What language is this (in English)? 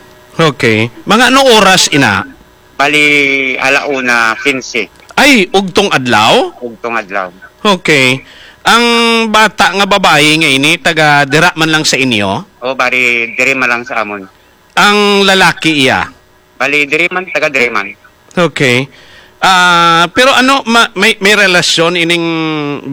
Hiligaynon